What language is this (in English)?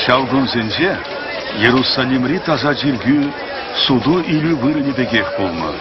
Chuvash